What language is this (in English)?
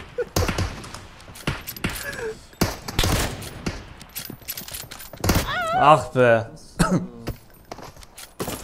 Turkish